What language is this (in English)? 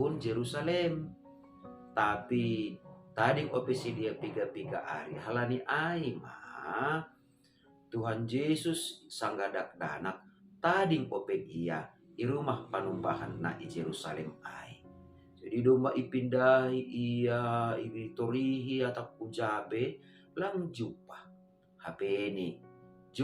Batak Simalungun